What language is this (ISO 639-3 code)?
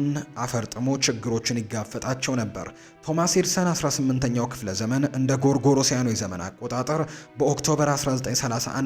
amh